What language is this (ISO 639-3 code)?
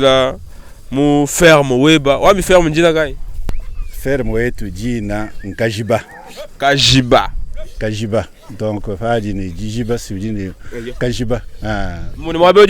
lua